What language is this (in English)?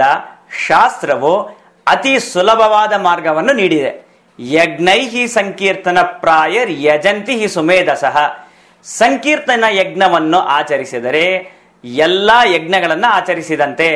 Kannada